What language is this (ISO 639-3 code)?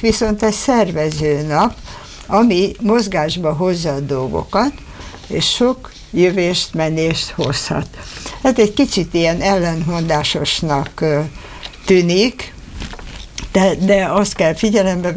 hun